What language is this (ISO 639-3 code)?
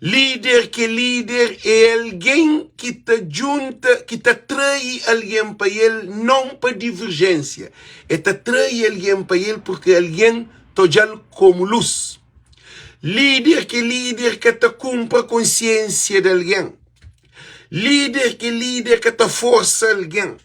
kea